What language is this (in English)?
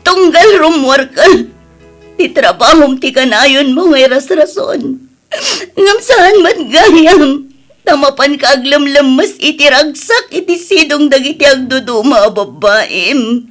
Iloko